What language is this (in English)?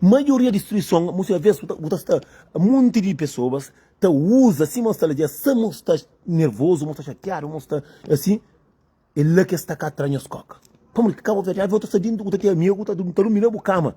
Kabuverdianu